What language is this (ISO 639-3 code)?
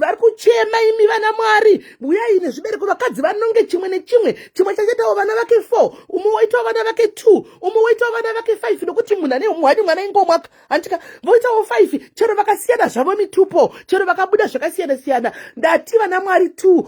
sna